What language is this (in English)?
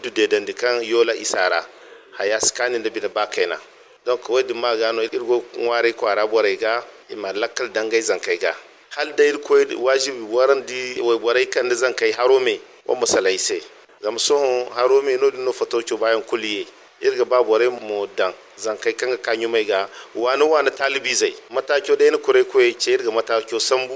Zarma